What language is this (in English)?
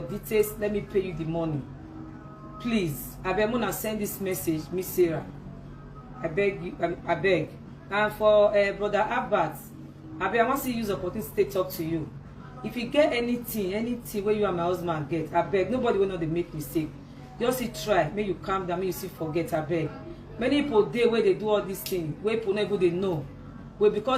Nigerian Pidgin